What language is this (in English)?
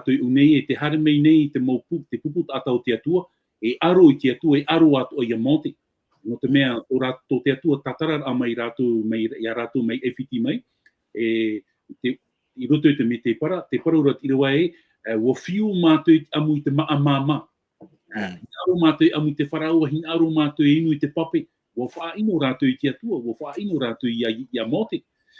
Tahitian